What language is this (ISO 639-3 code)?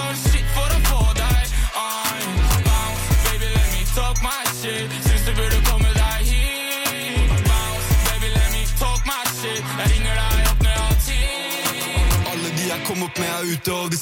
nor